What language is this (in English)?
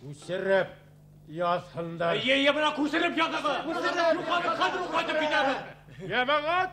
Bashkir